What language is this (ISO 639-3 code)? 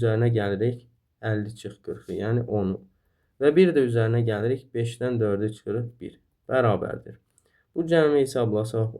aze